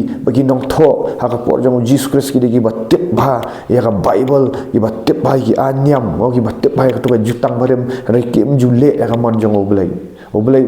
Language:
Khasi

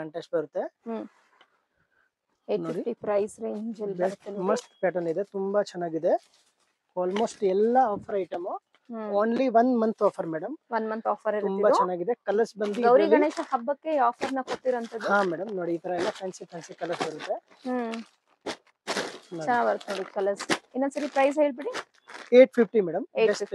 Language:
Kannada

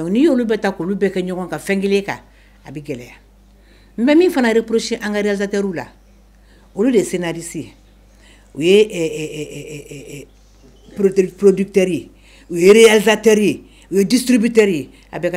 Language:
Bambara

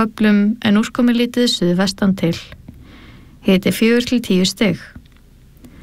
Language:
Icelandic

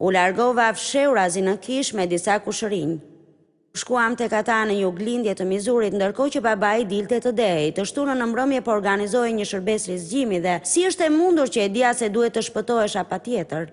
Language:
Albanian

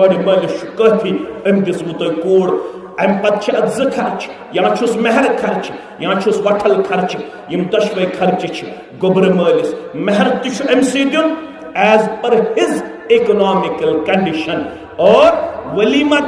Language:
Kashmiri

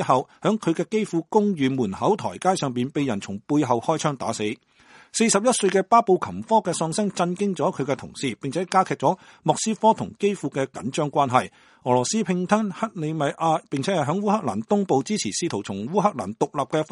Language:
Cantonese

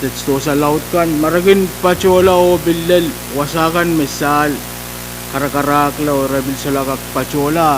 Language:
Pohnpeian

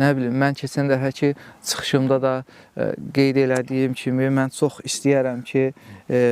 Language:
Azerbaijani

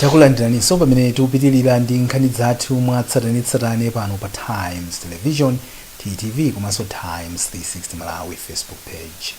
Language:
Nyanja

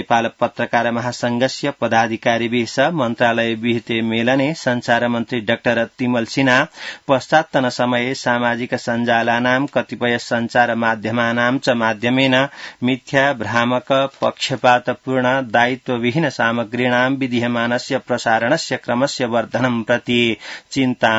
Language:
Sanskrit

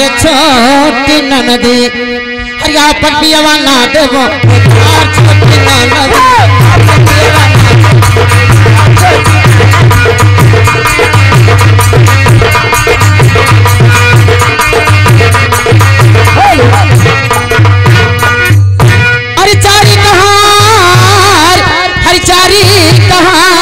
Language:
Bhojpuri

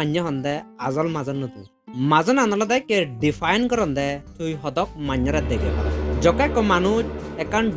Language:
Chakma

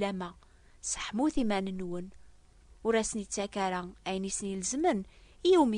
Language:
Kabyle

